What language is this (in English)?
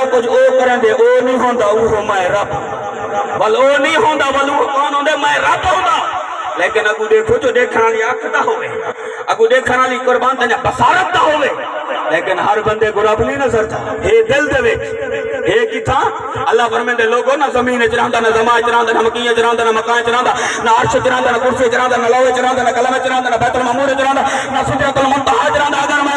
Saraiki